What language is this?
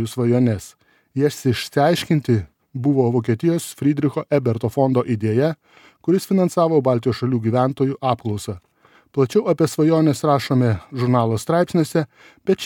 Lithuanian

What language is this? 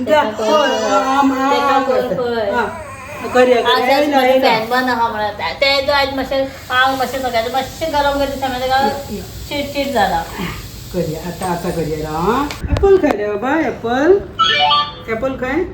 Konkani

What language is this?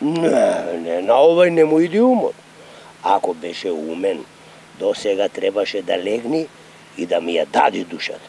Macedonian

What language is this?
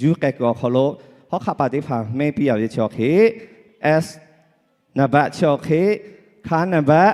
Lahu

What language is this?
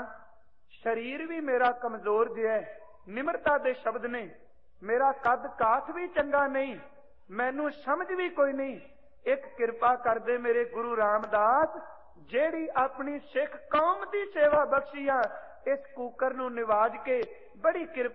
Punjabi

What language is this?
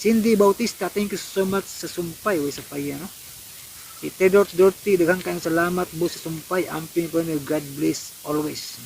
Cebuano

